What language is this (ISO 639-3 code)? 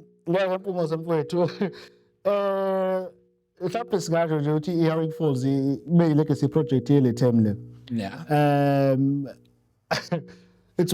zul